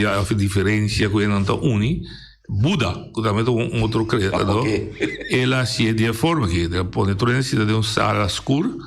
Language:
Papiamento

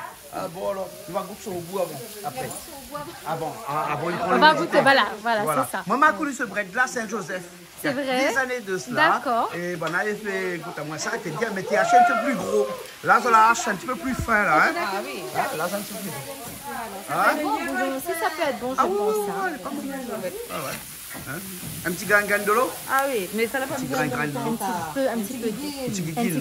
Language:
Réunion Creole French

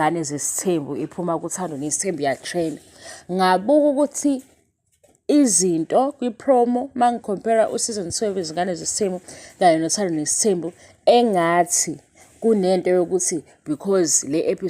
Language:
Zulu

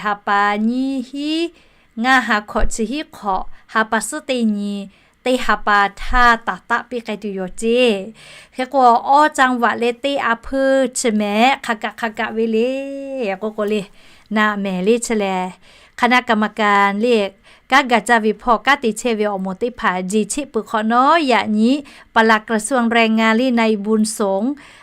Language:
Lahu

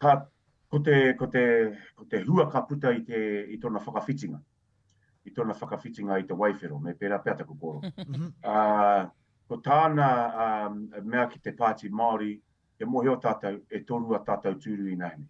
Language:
Māori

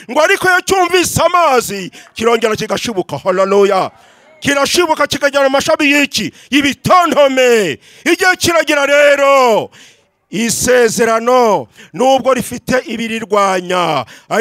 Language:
Kinyarwanda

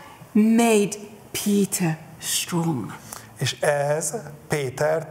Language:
Hungarian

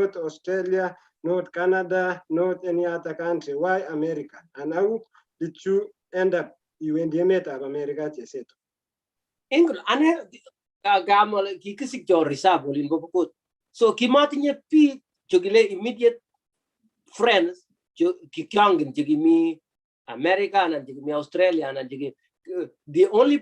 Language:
Kalenjin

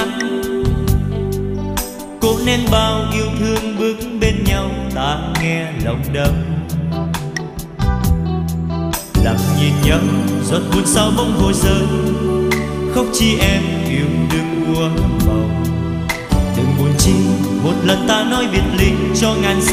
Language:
Vietnamese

